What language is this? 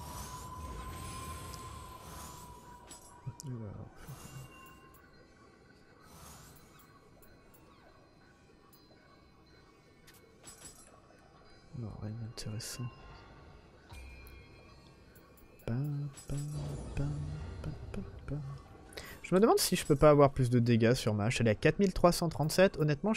French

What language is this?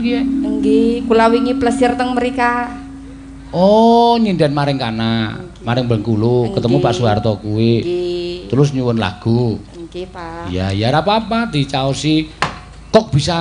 Javanese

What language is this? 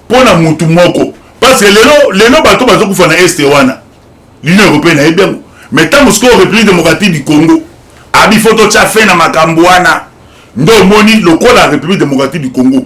Lingala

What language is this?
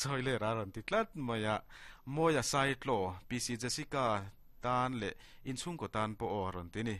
Mizo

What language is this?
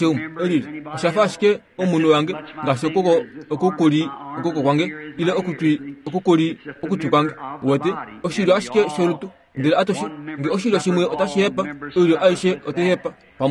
Kuanyama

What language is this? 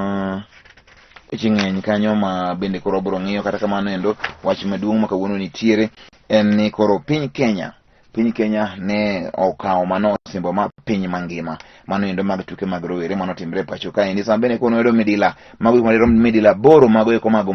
Luo (Kenya and Tanzania)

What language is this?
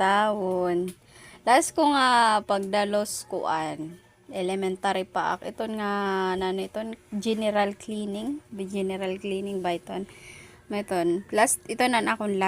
Waray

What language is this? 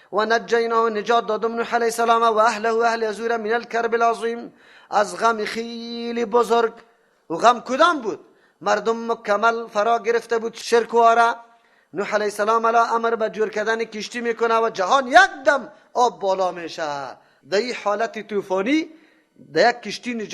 Persian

